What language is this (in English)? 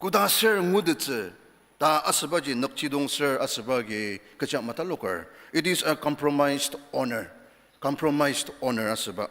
Ao Naga